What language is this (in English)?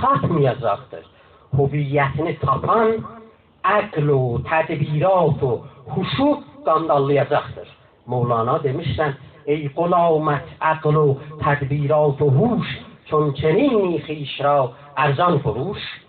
South Azerbaijani